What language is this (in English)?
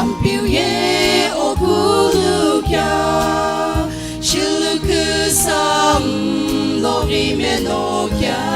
Sumi Naga